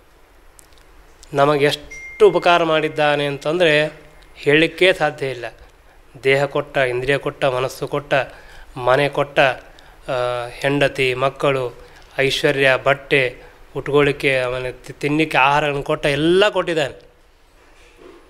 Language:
Kannada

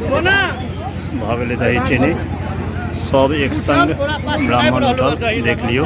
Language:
Maithili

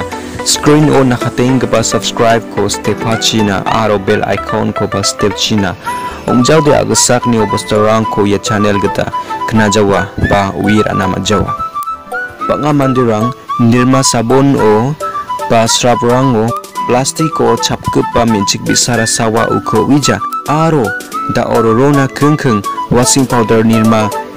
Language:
Garo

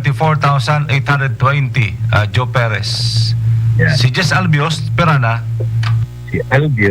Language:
Bikol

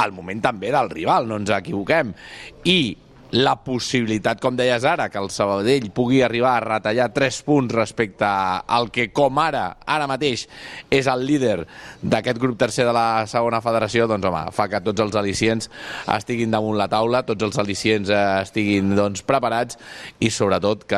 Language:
Catalan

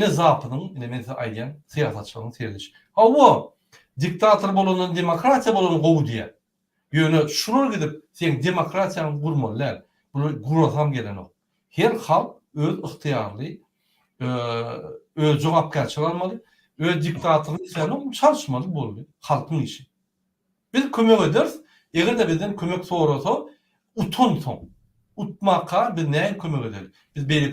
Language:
Turkmen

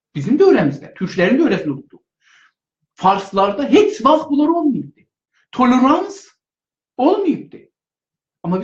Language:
South Azerbaijani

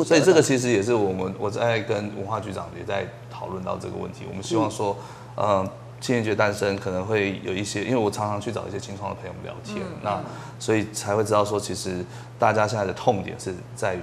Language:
Chinese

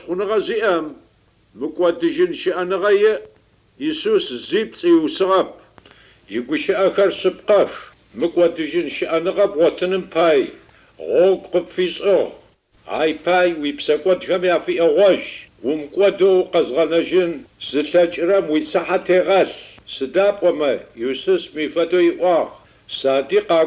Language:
Adyghe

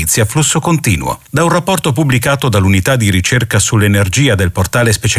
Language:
Italian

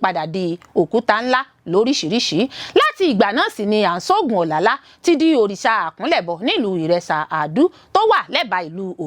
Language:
Yoruba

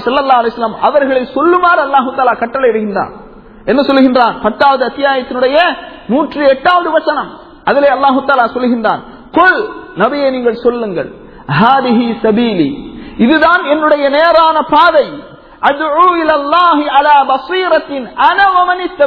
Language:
Tamil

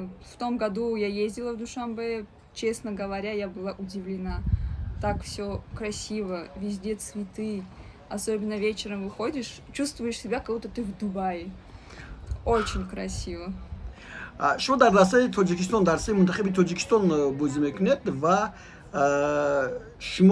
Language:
Tajik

